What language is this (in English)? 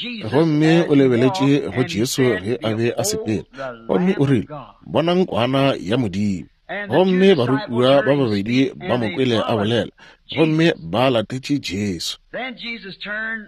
Northern Sotho